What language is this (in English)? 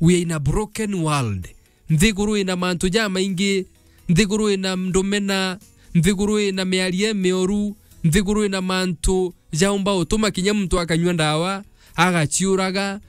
Meru